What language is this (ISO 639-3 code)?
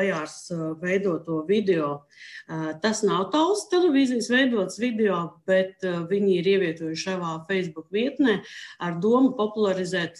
lav